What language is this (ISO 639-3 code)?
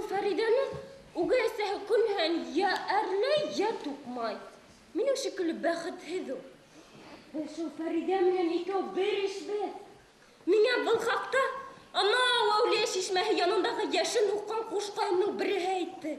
bak